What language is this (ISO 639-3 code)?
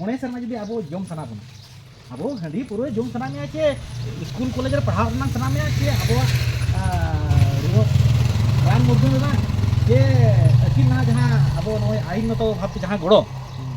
sat